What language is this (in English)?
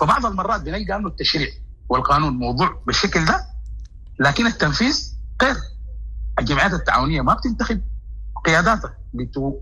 Sudanese Arabic